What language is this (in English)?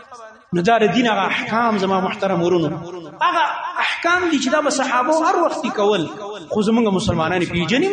Pashto